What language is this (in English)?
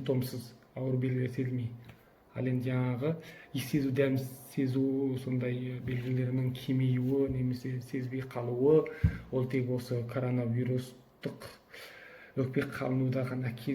Kazakh